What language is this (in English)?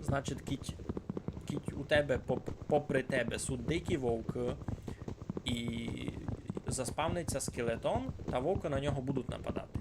Rusyn